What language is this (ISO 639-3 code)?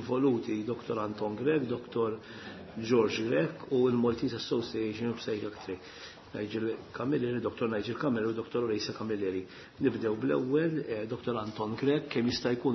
mlt